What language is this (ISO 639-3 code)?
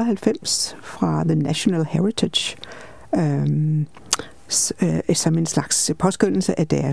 dan